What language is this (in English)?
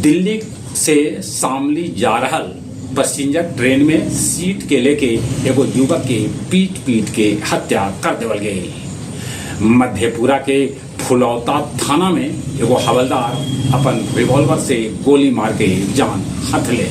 Magahi